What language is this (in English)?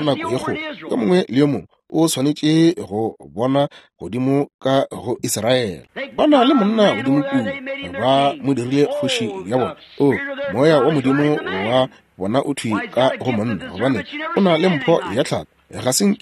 Northern Sotho